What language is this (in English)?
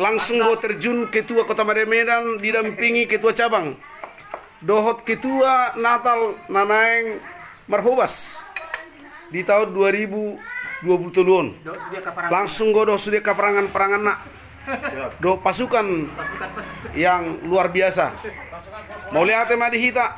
Batak Toba